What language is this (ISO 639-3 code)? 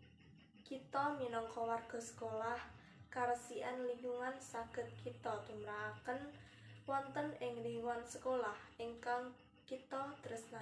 jav